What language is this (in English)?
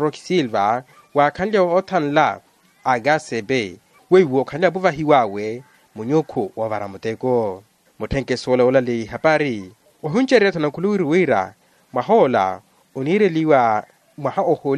Makhuwa